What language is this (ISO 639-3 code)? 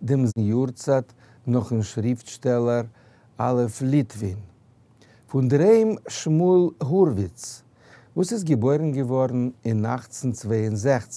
yid